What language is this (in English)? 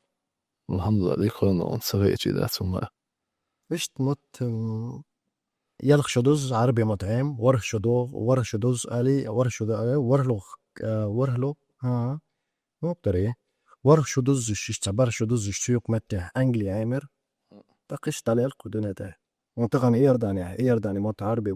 Chechen